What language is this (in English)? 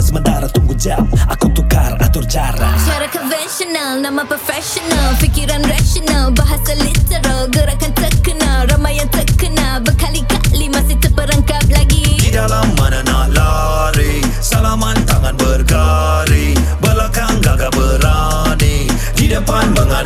Malay